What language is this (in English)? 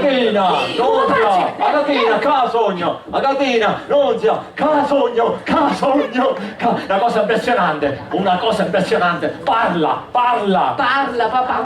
Sicilian